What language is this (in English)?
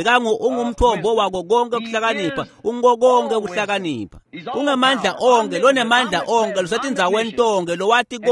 Swati